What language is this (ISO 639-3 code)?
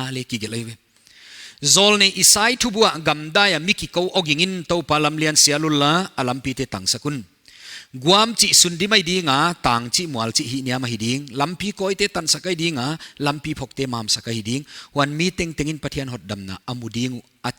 pck